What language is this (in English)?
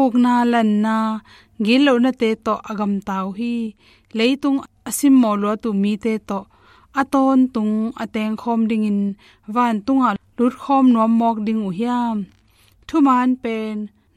Tedim Chin